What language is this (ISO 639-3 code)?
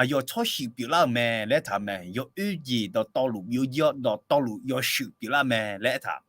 ahk